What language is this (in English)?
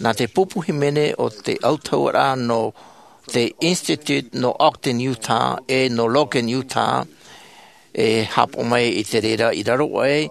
Tahitian